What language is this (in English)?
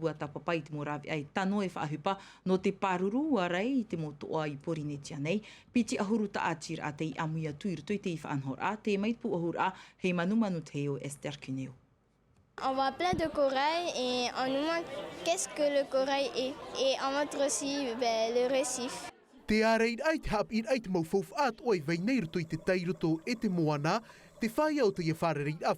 Tahitian